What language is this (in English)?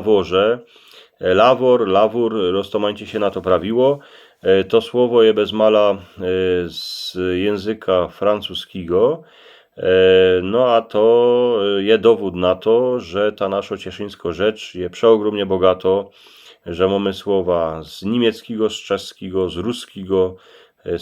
Silesian